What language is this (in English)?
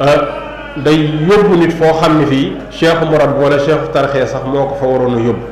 Wolof